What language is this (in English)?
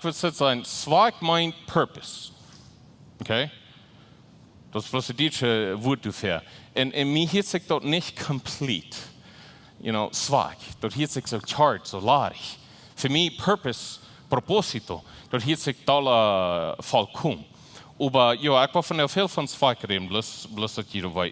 Plautdietsch